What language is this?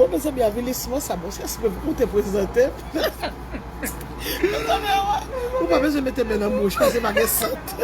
Haitian Creole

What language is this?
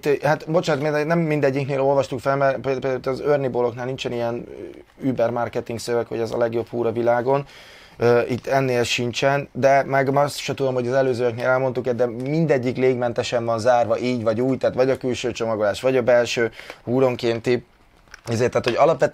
Hungarian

